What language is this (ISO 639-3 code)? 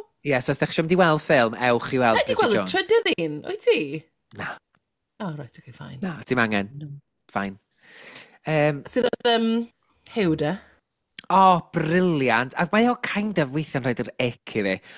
cym